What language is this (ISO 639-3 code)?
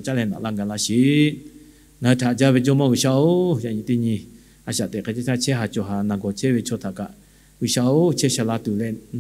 lhu